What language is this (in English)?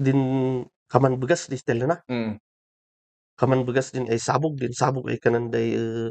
Kankanaey